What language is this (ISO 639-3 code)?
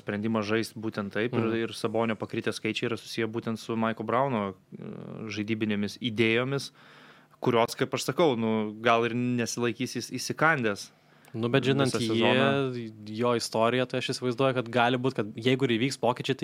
lit